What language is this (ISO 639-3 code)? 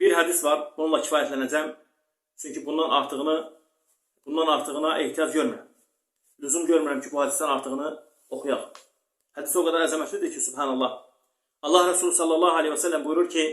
aze